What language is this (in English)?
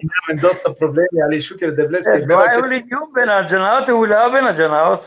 Balkan Romani